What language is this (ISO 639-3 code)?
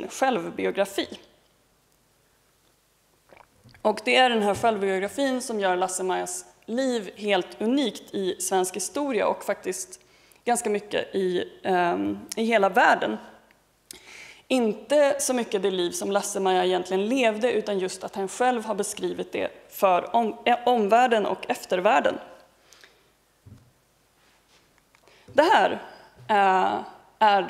swe